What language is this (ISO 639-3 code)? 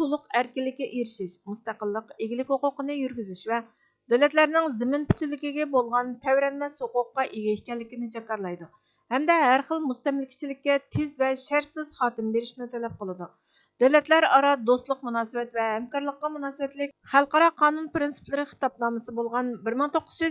uig